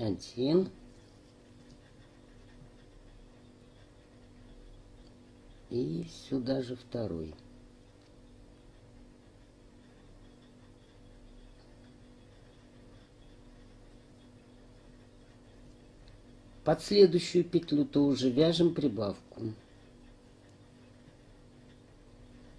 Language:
Russian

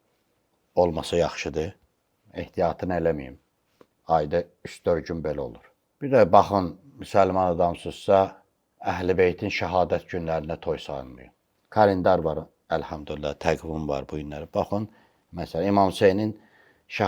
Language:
Azerbaijani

